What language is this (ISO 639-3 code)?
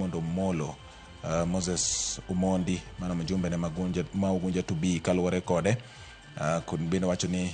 luo